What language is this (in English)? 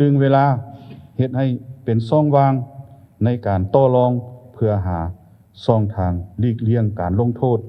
Lao